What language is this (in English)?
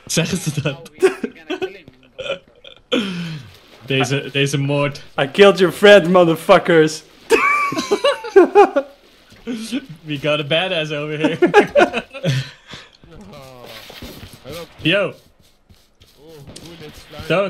Dutch